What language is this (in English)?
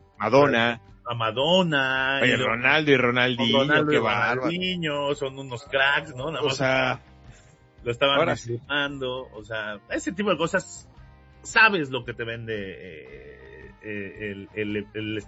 Spanish